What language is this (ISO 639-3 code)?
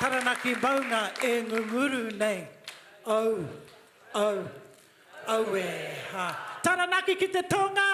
mri